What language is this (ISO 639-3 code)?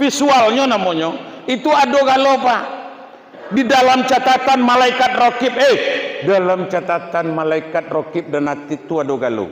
min